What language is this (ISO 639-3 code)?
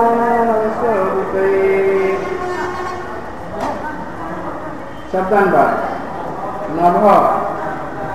ori